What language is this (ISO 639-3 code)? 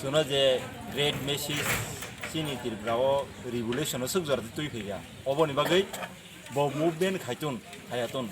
trp